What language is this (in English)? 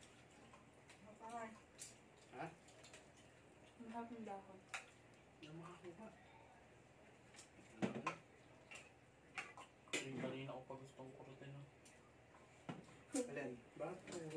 Filipino